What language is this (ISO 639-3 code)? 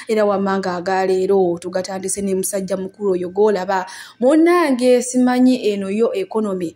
lug